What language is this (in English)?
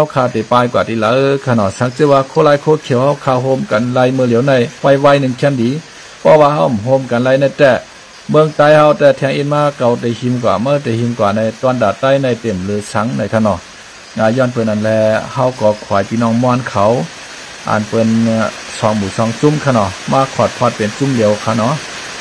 Shan